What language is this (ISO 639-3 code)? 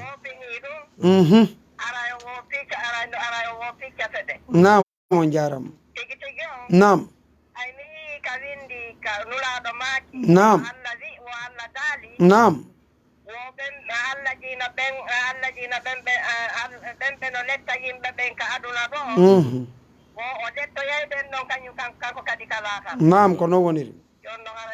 ful